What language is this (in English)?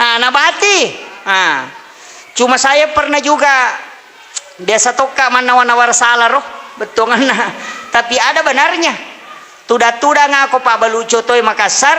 Buginese